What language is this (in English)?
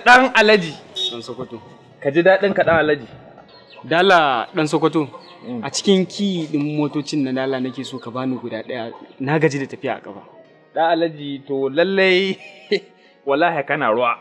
Hausa